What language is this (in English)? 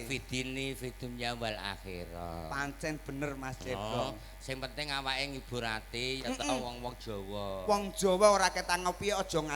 Javanese